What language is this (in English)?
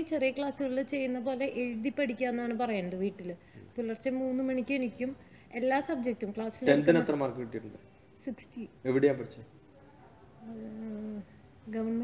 Malayalam